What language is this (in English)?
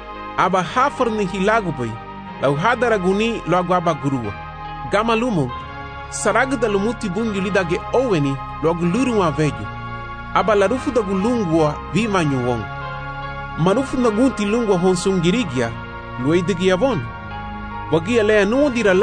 Garifuna